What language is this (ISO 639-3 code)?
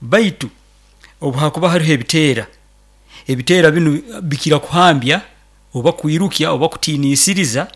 nyo